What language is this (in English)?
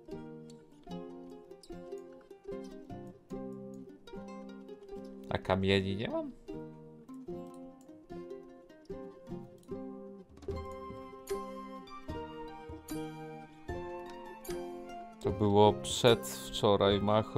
Polish